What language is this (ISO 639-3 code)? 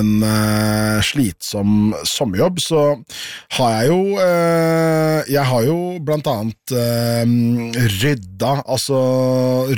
nor